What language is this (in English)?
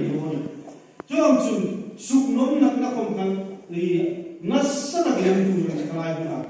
Hmar